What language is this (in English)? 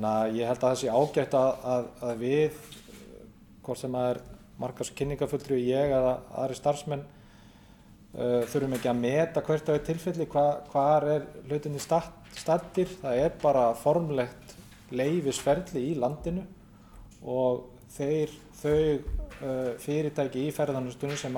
Icelandic